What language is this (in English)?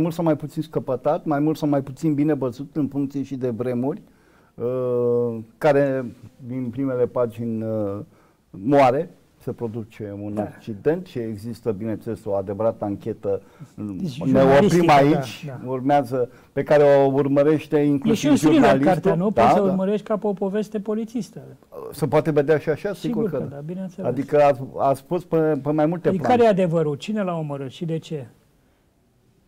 Romanian